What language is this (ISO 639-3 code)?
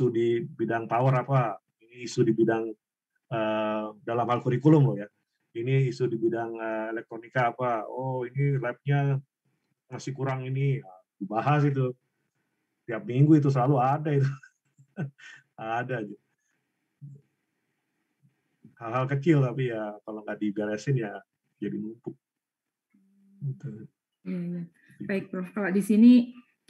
ind